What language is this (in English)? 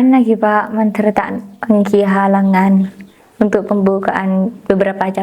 Madurese